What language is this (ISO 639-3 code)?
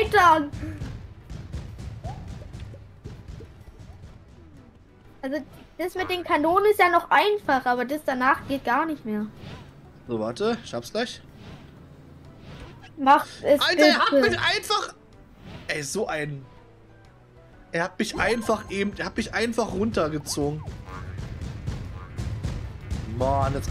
deu